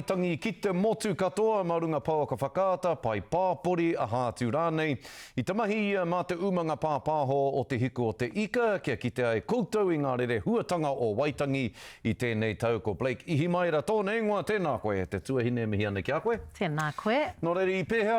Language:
Māori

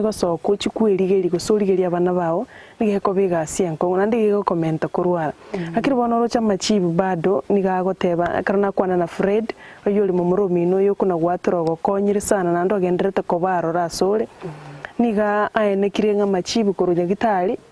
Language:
Gusii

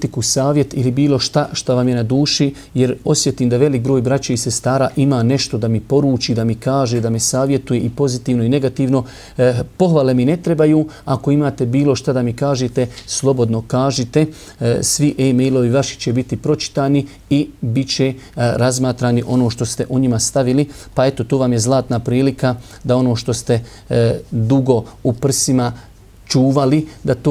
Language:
Bosnian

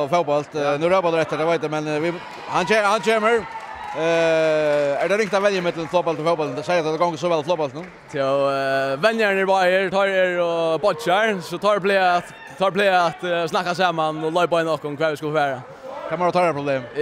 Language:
Faroese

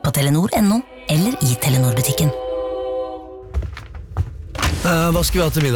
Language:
Norwegian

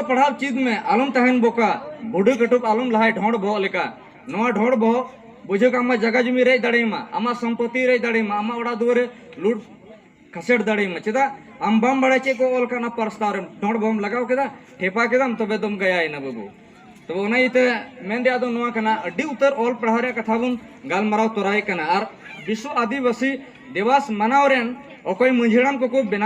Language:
Santali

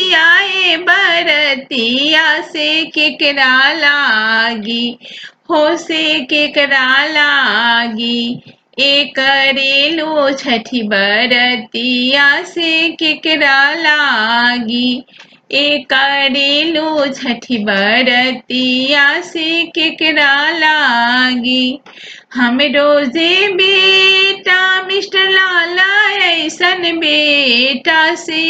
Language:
Bhojpuri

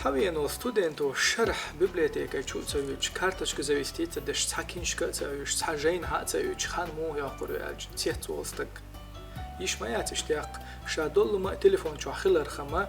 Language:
Chechen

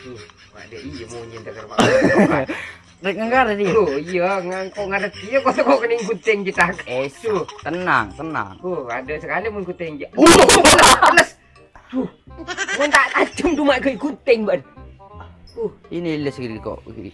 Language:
Madurese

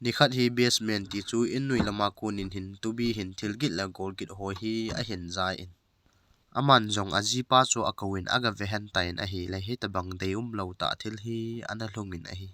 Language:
Thado Chin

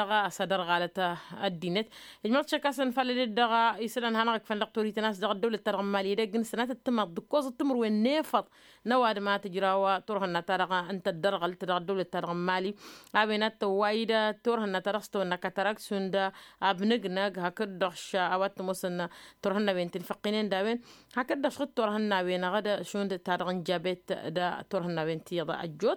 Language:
Tamasheq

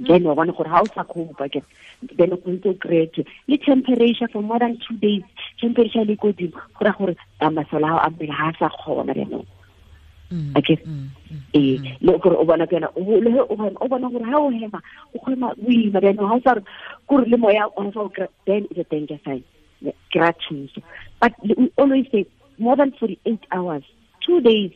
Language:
Tswana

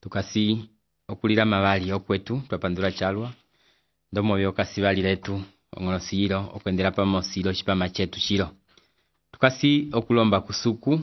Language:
Umbundu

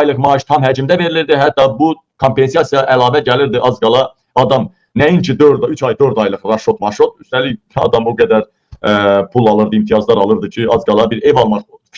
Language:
Azerbaijani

